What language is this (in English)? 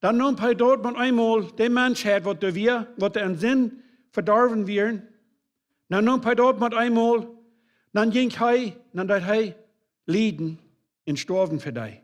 Plautdietsch